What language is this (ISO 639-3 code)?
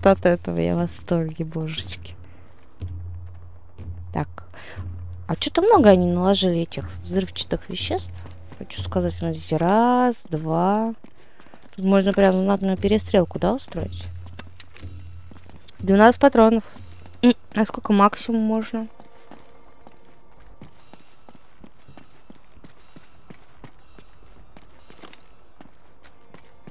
rus